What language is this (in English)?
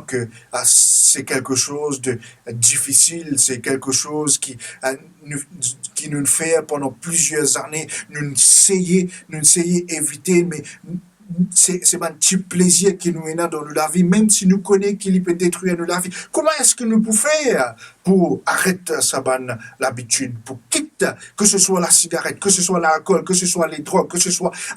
Morisyen